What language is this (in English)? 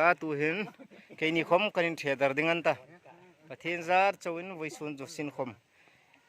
Hmar